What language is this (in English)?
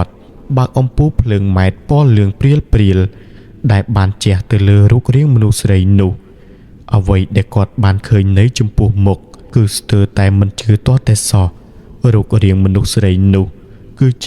Khmer